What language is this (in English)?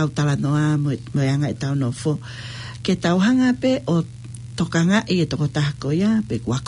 Tongan